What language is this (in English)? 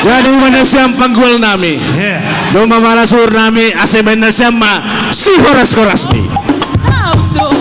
Batak Simalungun